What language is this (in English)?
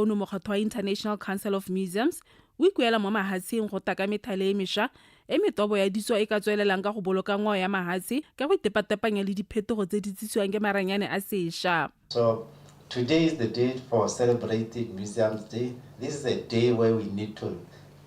Tswana